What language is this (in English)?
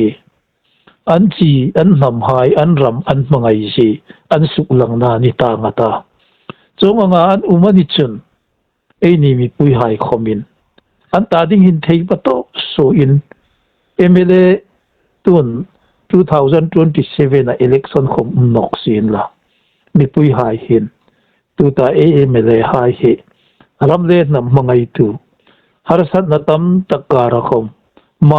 Hmar